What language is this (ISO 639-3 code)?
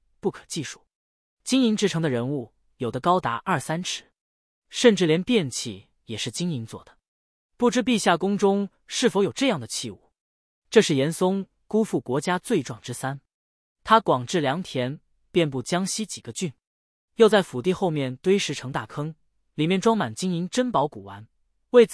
zho